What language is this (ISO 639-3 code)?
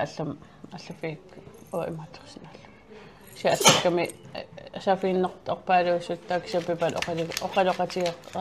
kal